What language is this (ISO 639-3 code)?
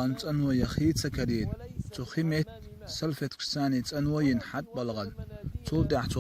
che